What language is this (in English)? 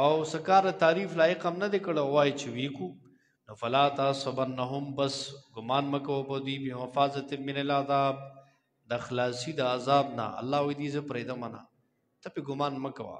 Pashto